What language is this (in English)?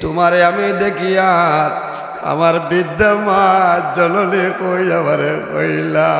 Sylheti